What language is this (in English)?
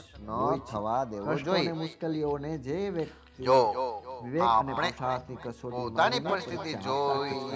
Gujarati